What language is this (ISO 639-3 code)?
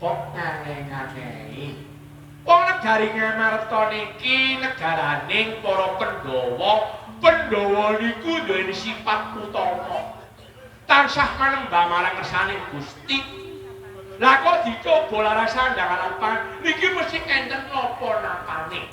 jav